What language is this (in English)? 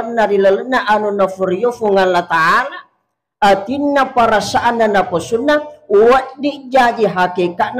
Buginese